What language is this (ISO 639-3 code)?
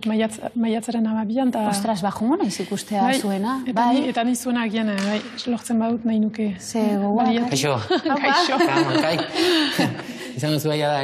eus